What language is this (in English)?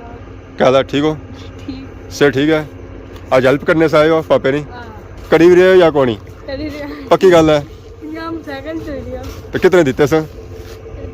Pahari-Potwari